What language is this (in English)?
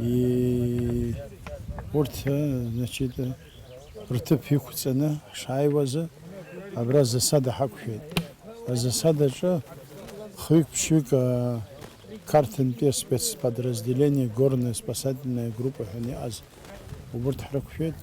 Abkhazian